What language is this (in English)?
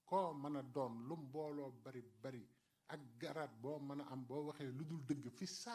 Wolof